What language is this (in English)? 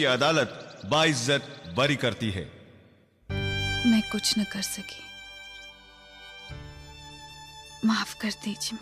Hindi